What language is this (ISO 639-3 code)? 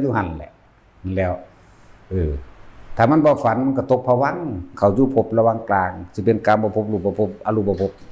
tts